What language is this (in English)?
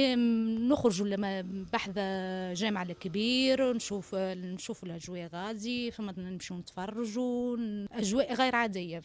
Tunisian Arabic